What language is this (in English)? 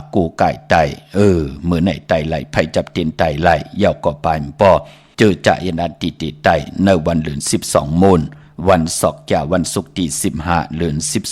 Shan